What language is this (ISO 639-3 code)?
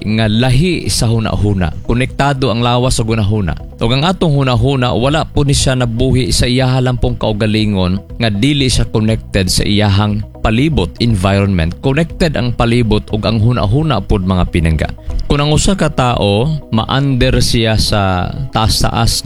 ceb